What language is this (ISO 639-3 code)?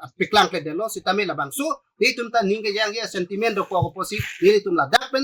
mjw